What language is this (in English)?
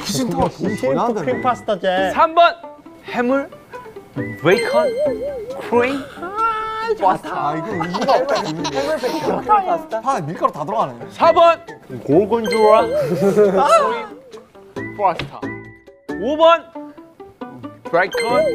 Korean